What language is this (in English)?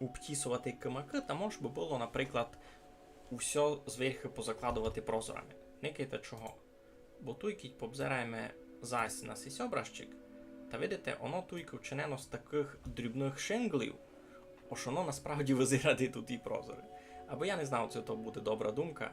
Rusyn